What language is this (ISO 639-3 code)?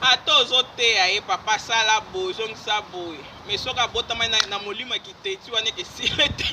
lin